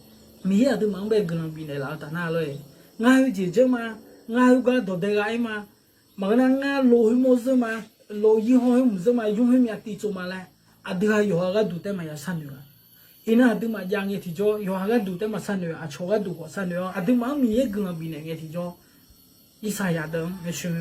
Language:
Akha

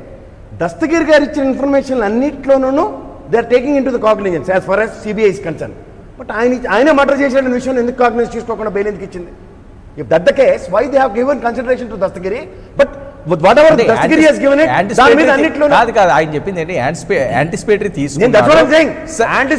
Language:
Telugu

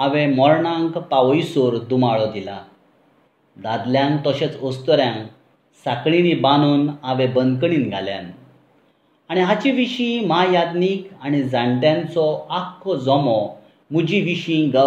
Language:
Konkani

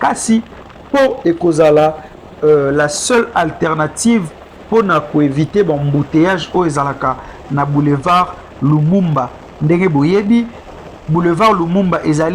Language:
Lingala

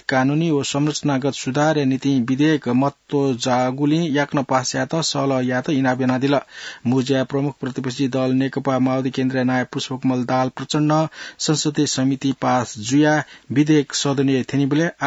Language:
Newari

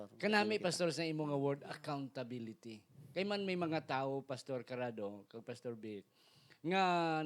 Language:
Hiligaynon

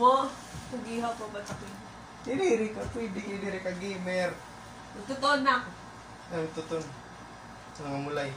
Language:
Waray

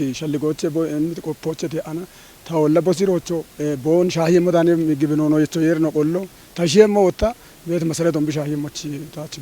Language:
Kafa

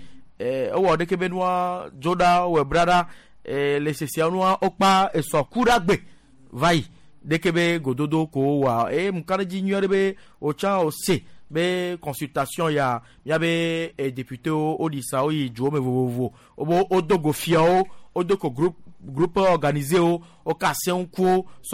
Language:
Gen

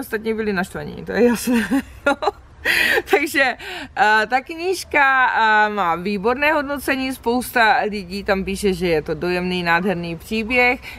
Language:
Czech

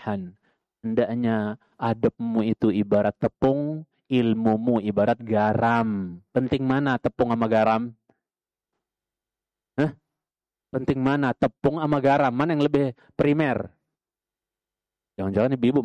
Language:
Indonesian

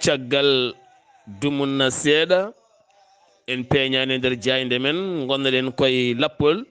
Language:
Fula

